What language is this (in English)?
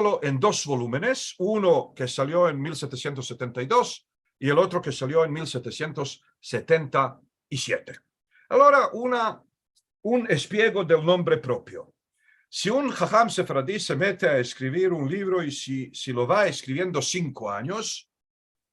Ladino